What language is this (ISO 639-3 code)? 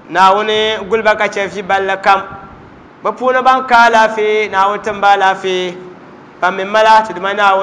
dag